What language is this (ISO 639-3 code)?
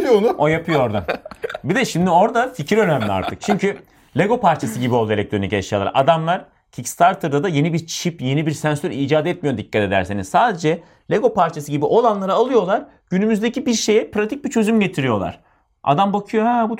tur